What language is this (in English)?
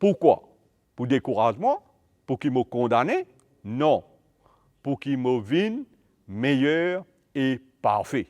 Morisyen